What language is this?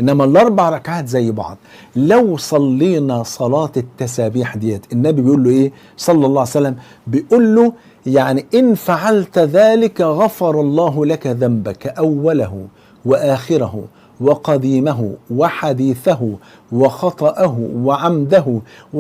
Egyptian Arabic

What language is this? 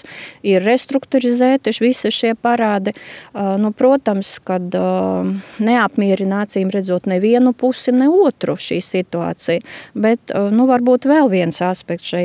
Latvian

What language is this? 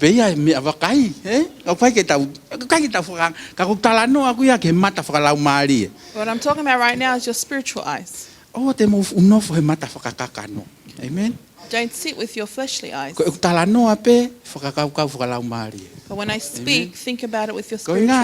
Tongan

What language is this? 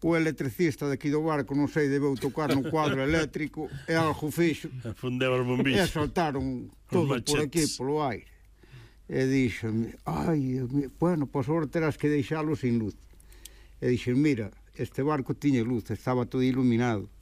Galician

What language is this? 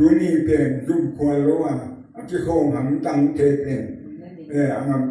Tedim Chin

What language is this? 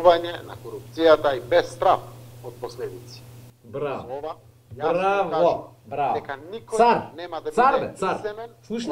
Macedonian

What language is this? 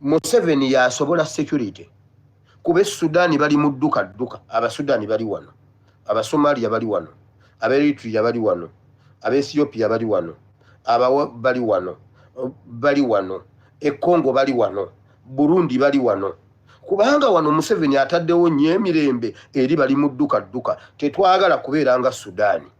Ganda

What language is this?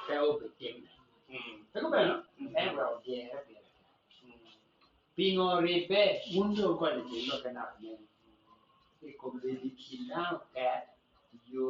Acoli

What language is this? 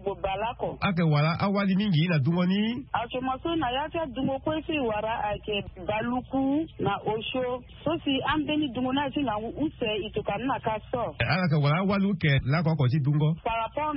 Sango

